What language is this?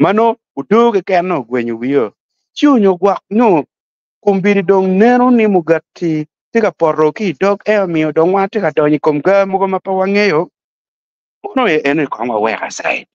Acoli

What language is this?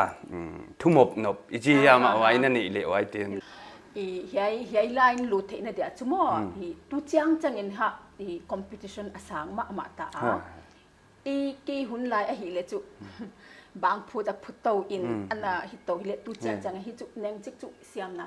Paite Chin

